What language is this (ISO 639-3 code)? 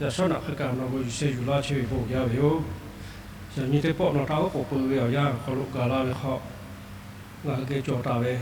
lhu